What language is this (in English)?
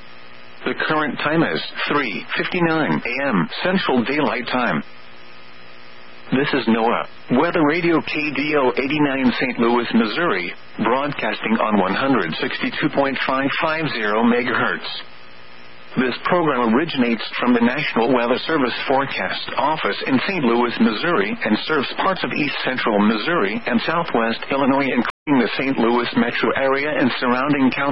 English